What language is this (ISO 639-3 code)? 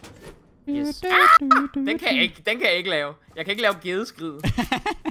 dan